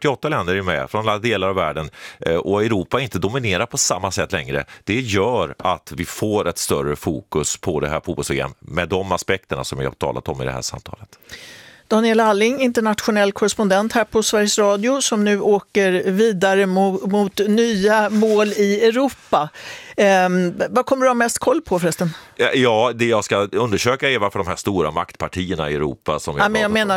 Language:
Swedish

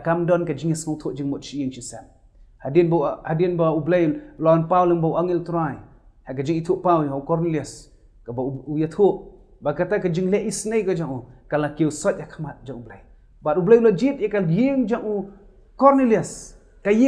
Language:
Khasi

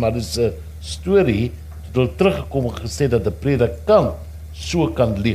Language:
Afrikaans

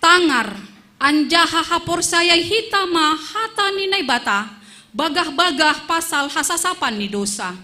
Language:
Batak Simalungun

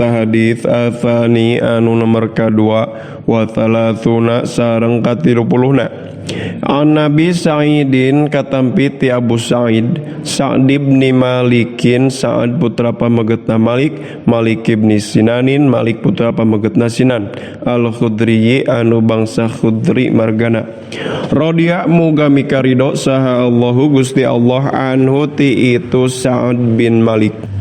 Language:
Sundanese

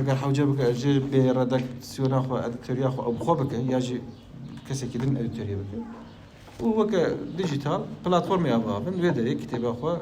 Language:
Kurdish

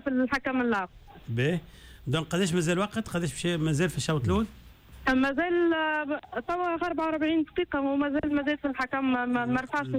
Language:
Tunisian Arabic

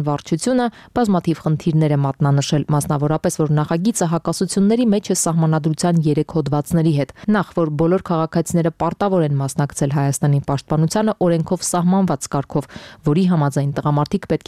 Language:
Armenian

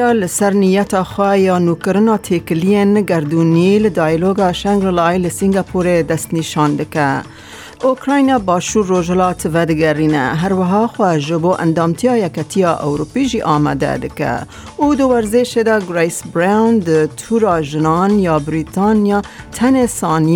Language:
Kurdish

